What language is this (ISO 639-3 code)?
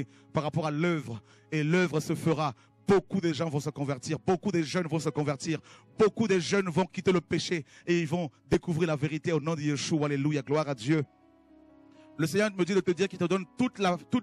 fra